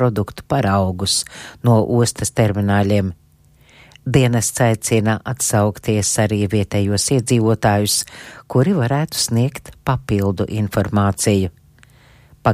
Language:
Latvian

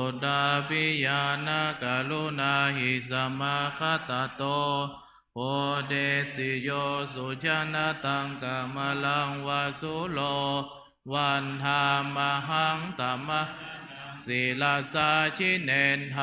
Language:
Pali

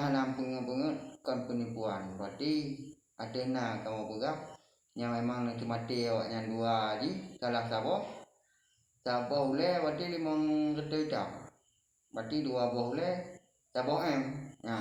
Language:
Achinese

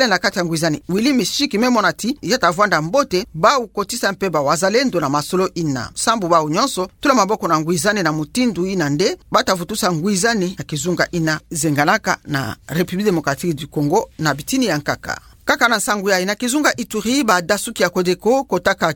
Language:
Kituba (Democratic Republic of Congo)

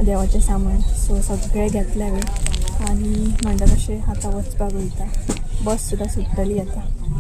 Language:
Konkani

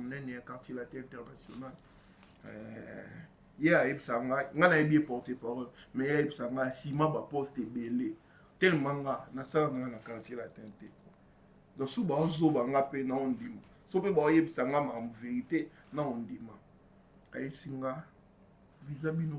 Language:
Lingala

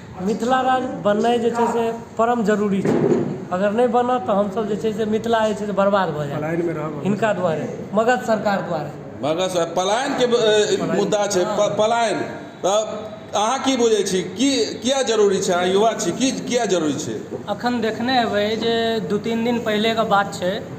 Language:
Maithili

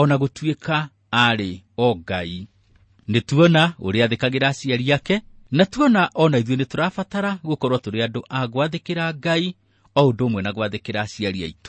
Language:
Kikuyu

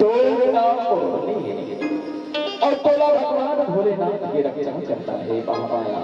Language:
Chhattisgarhi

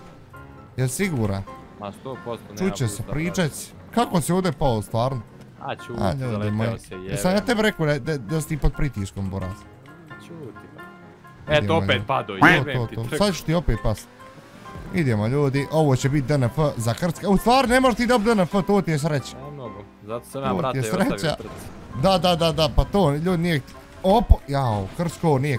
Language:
Bosnian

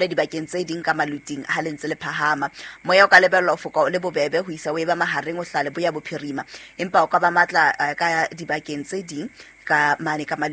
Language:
Southern Sotho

